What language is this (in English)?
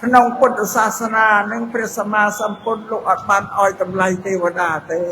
Khmer